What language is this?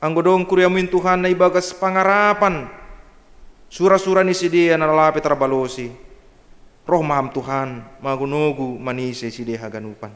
Batak Simalungun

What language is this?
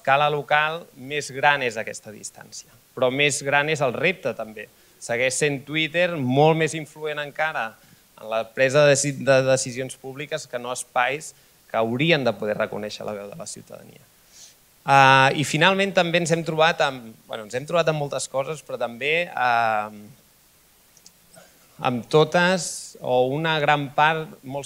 Catalan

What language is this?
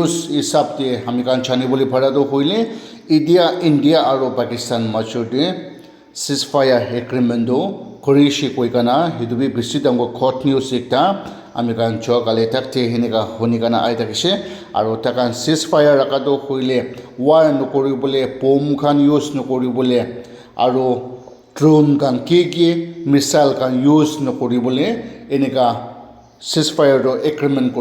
Naga Pidgin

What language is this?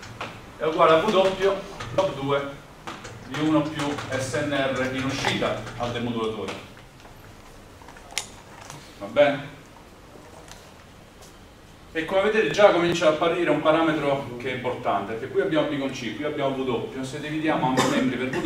Italian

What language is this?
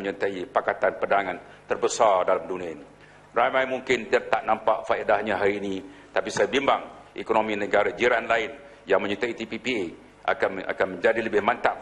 Malay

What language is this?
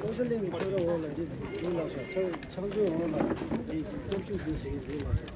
Tibetan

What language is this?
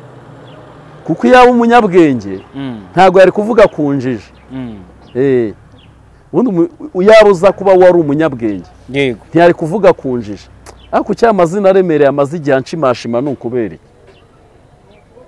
Kinyarwanda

